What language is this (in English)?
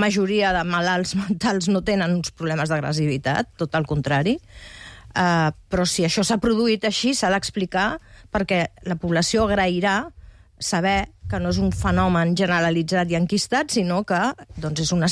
Catalan